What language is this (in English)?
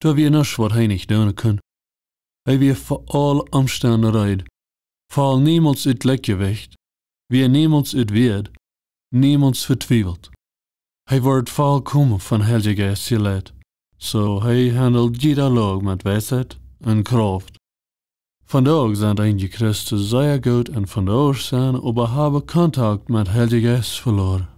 Plautdietsch